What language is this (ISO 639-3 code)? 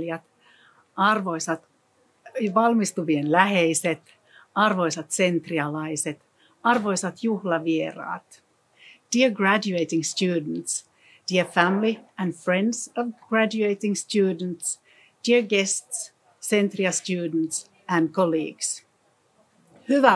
fin